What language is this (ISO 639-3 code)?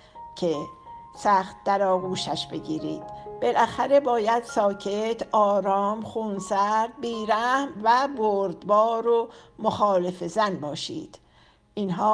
fas